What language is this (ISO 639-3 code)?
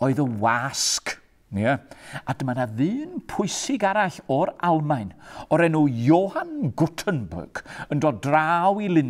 cym